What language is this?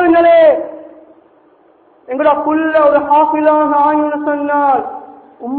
Tamil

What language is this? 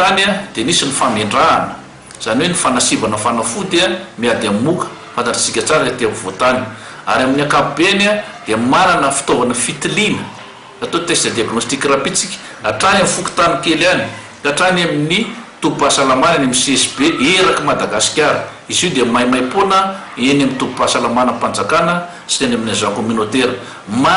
Malagasy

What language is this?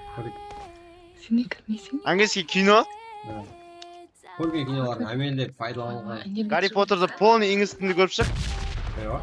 Kara-Kalpak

